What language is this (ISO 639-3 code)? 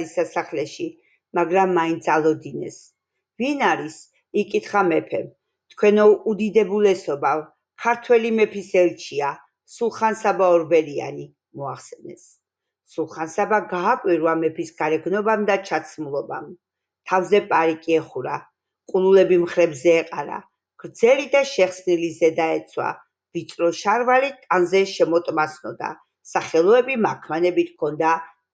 kat